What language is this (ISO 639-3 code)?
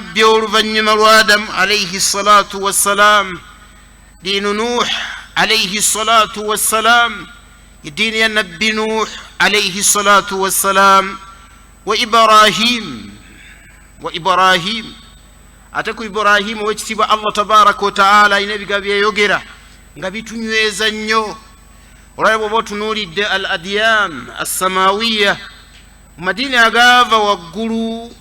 lug